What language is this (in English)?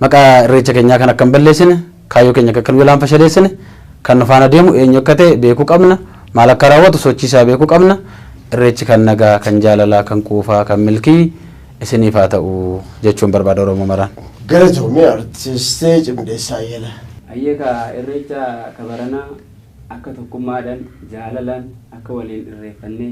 Oromo